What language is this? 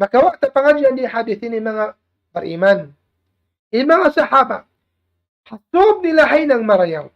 Tausug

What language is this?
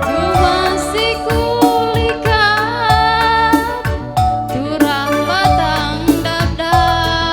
Batak Karo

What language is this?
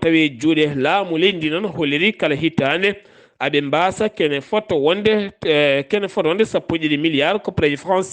Fula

